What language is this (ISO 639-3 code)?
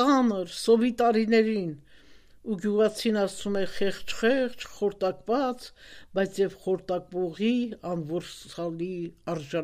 hye